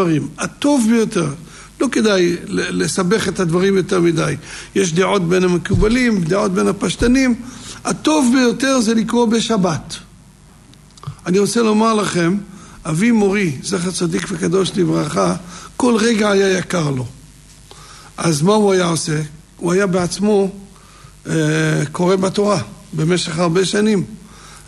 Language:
Hebrew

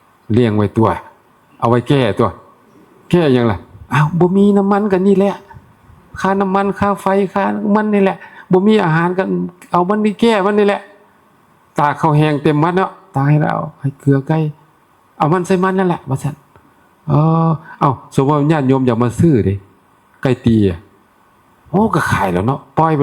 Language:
Northeastern Thai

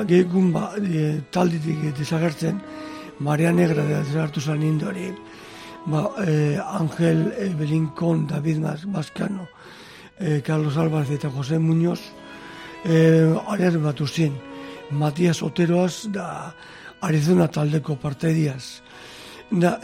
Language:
Basque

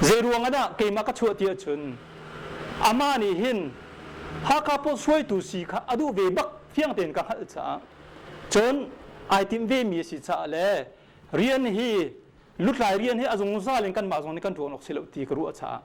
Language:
Hakha Chin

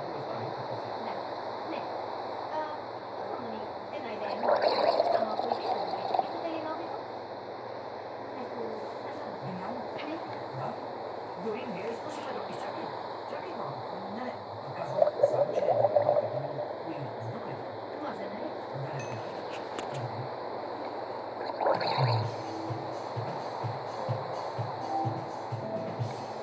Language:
Bulgarian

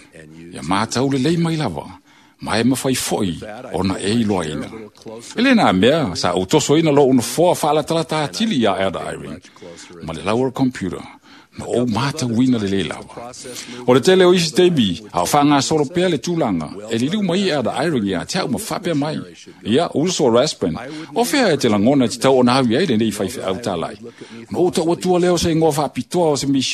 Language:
Samoan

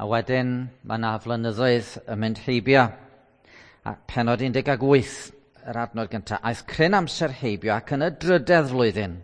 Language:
Welsh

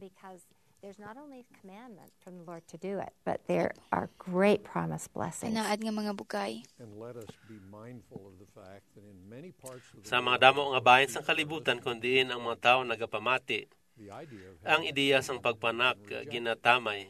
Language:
Hiligaynon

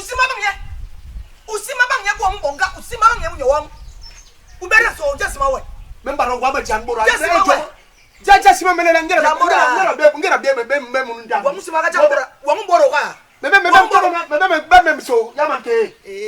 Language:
Basaa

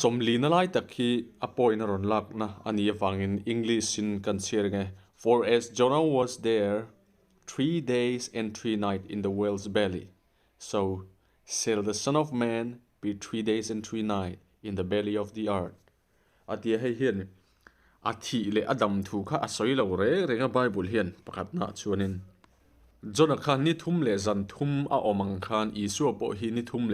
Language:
Mizo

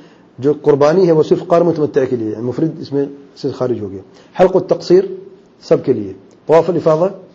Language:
Urdu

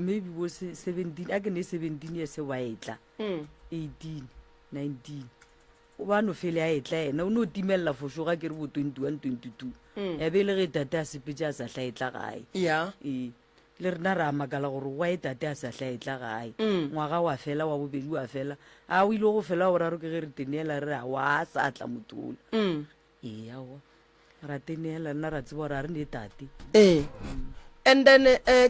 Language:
Northern Sotho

